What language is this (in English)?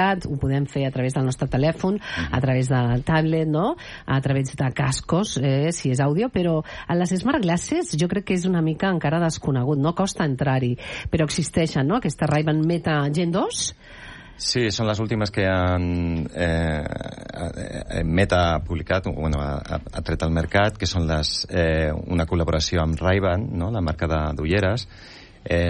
Catalan